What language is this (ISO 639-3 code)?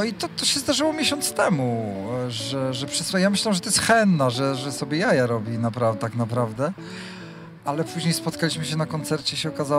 pol